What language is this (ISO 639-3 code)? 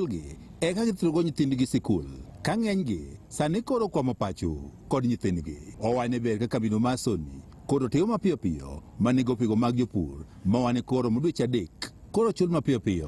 luo